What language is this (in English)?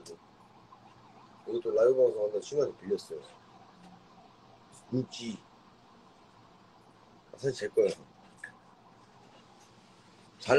Korean